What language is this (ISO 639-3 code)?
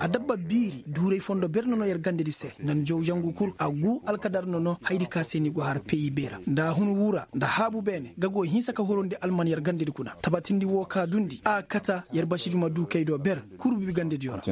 ses